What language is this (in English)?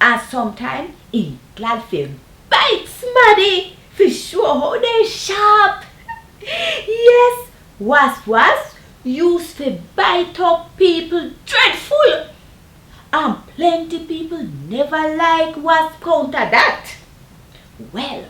Jamaican Creole English